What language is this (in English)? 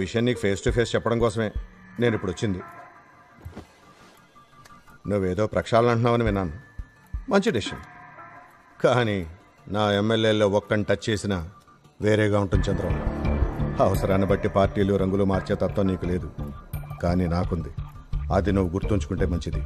Telugu